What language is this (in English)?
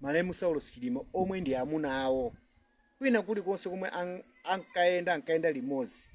Nyanja